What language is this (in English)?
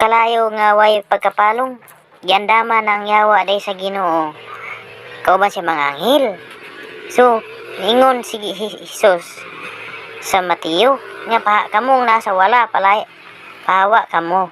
Cebuano